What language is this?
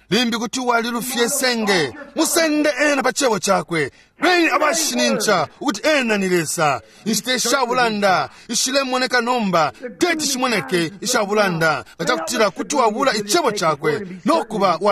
Bemba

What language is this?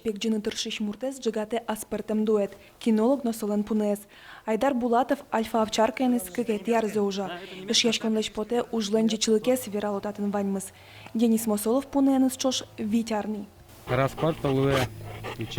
Udmurt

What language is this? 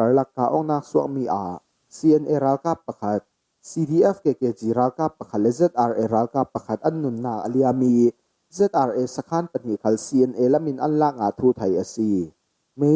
Falam Chin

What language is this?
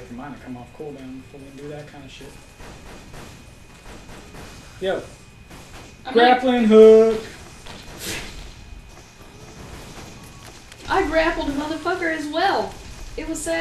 English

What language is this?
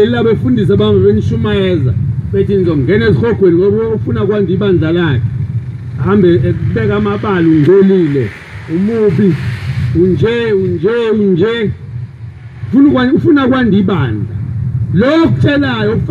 Zulu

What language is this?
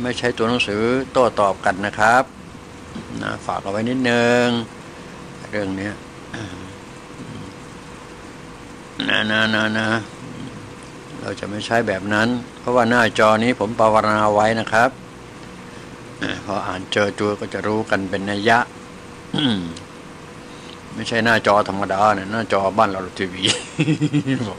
Thai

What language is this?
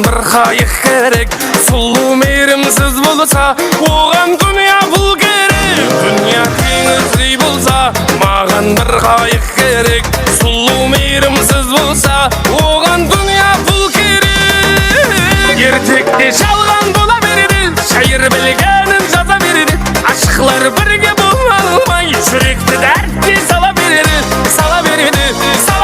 Kara-Kalpak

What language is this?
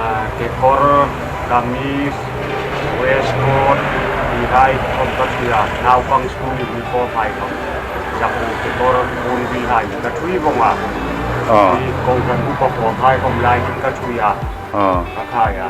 Hmar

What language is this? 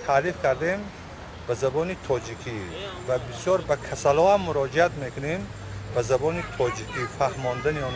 Tajik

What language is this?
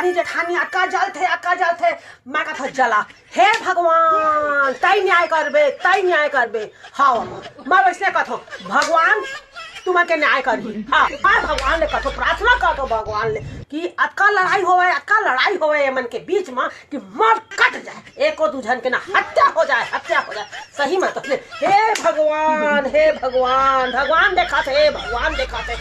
Chhattisgarhi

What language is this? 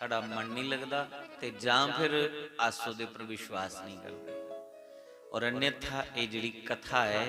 Dogri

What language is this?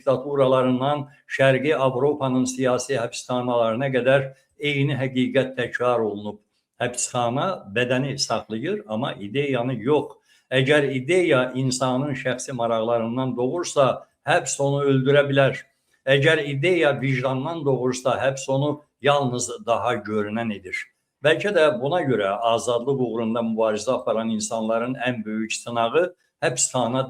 Azerbaijani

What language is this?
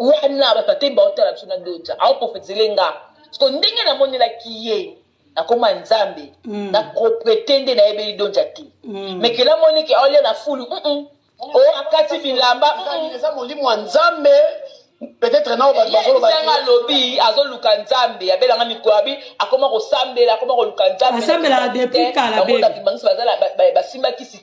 Lingala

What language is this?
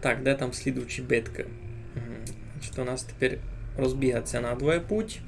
Rusyn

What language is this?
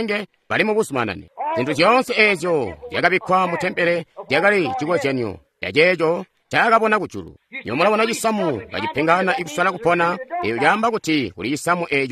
Tonga (Zambia)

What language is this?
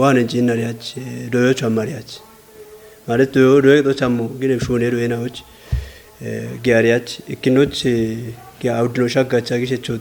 Kafa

